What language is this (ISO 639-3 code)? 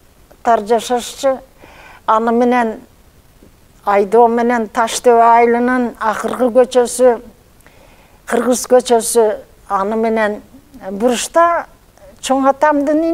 kir